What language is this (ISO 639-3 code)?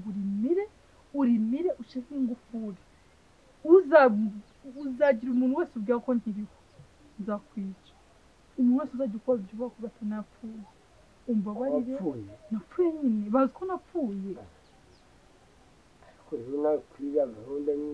kin